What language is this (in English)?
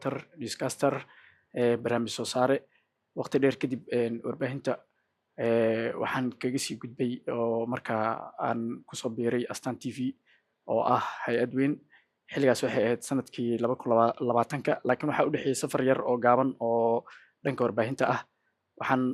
Somali